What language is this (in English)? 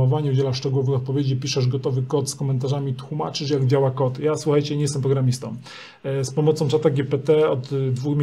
Polish